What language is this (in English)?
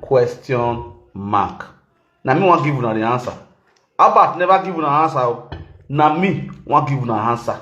Nigerian Pidgin